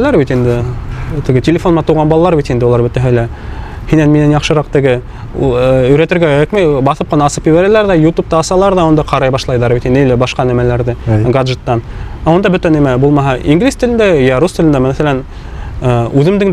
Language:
Bashkir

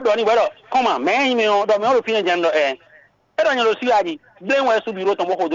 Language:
Fon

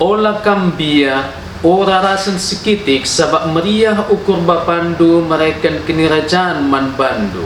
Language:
Batak Karo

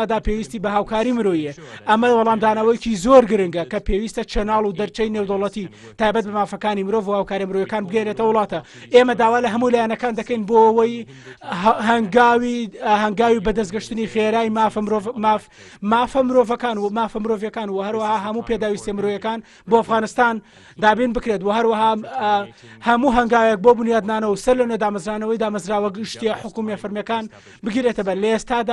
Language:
Central Kurdish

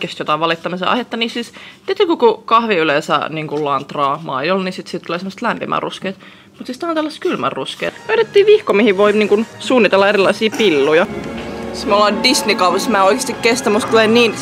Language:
Finnish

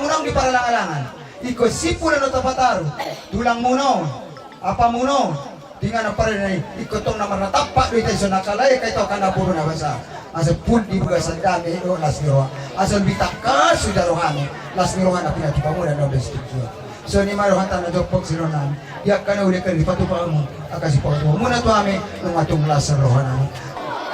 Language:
Batak Toba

